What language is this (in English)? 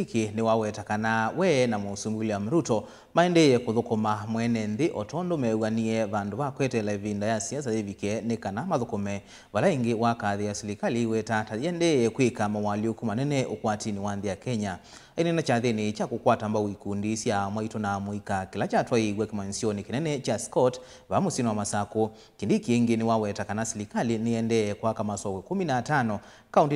Kamba